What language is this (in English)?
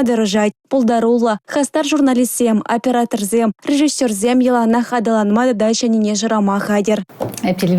Chuvash